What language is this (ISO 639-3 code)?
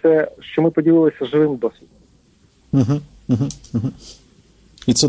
ukr